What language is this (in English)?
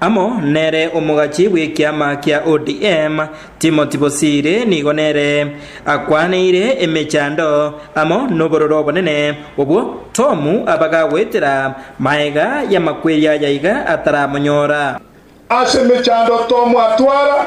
Gusii